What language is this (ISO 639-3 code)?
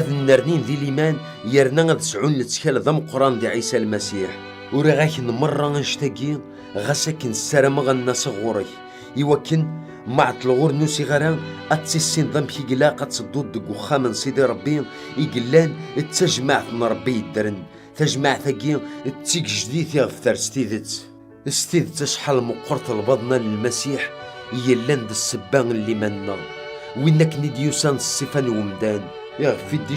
kab